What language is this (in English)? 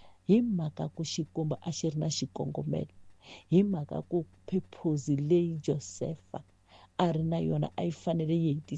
Tsonga